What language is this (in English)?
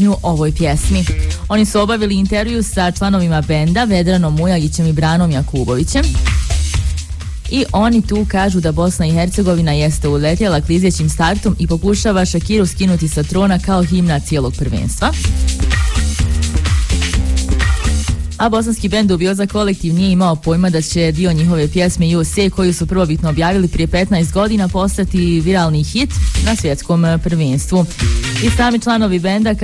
Bosnian